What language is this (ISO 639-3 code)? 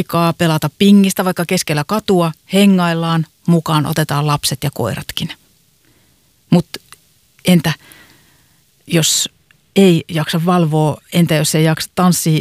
fin